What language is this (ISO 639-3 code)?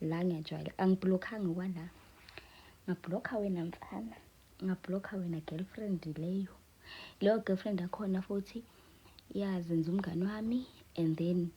zul